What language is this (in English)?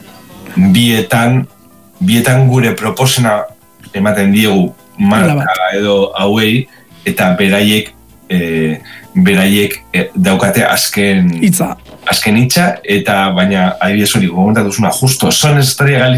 Basque